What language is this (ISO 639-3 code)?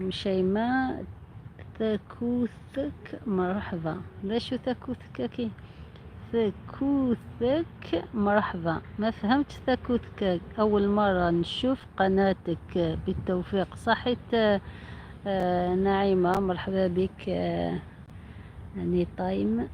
arq